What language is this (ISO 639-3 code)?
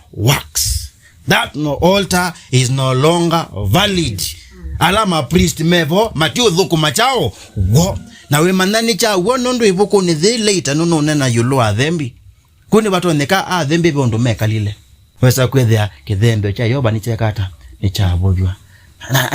kam